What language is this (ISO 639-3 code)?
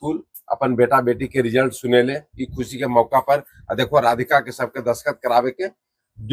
mag